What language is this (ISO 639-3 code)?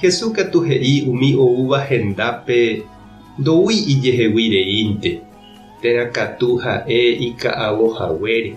grn